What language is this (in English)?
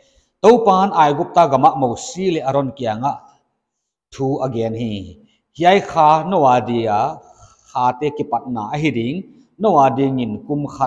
Paite Chin